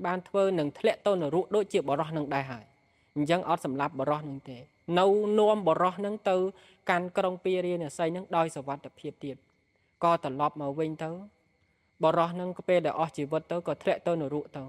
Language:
Khmer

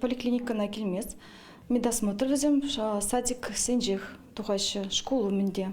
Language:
Chuvash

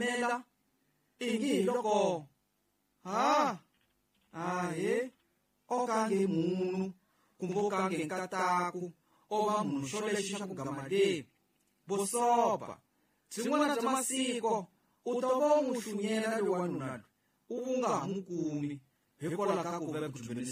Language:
Tsonga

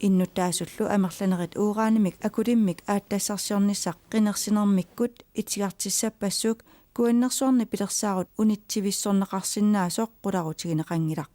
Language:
Kalaallisut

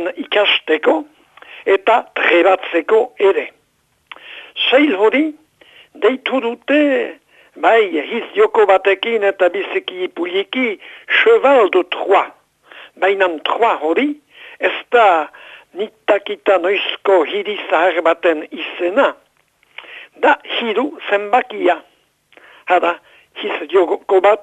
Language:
Basque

